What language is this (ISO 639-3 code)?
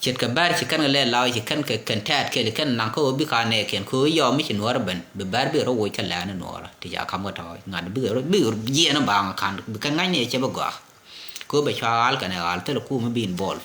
nus